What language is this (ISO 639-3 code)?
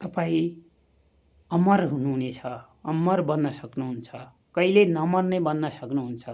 nep